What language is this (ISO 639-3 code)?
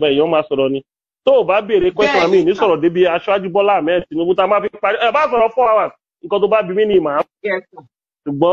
yor